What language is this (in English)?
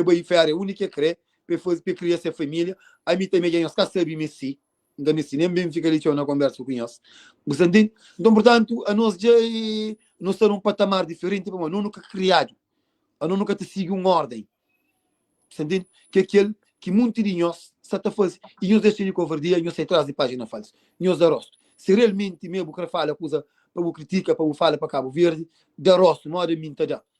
Kabuverdianu